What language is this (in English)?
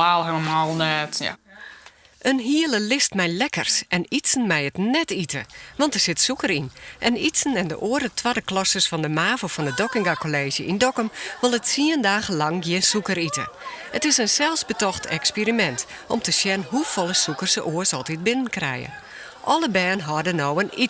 Western Frisian